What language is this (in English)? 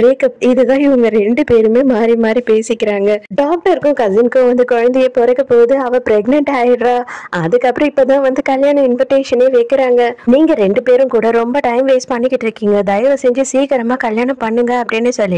Tamil